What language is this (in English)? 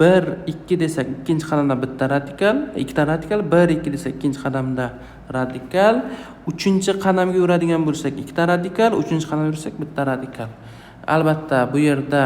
Uzbek